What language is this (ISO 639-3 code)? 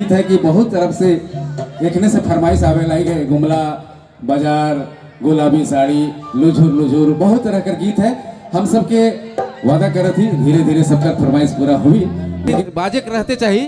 sck